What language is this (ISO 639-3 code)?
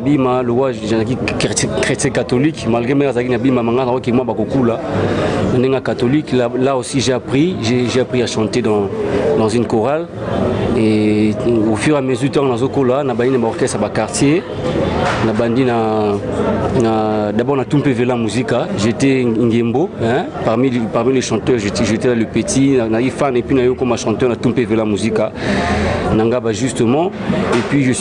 lin